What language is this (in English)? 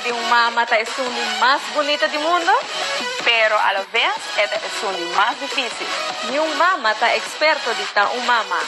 Papiamento